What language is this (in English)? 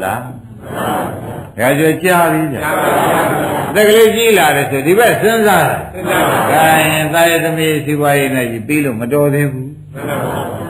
Burmese